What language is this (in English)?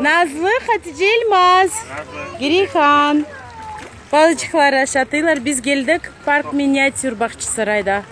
Crimean Tatar